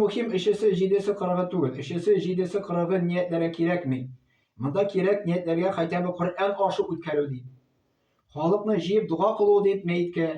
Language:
Tatar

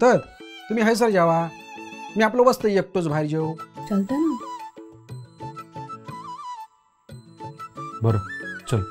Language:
Marathi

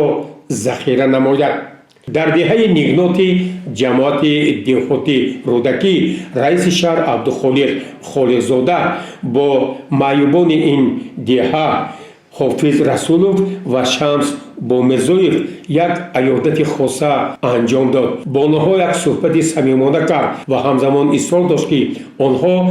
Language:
Tajik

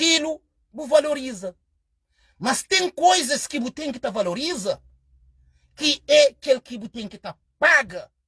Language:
Kabuverdianu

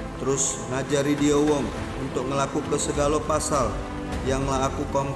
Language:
Musi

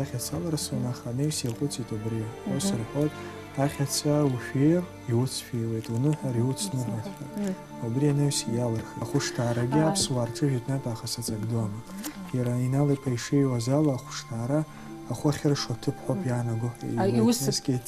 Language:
Abkhazian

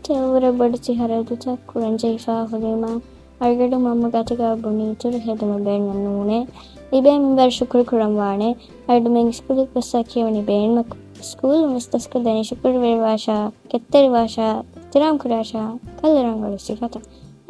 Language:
Divehi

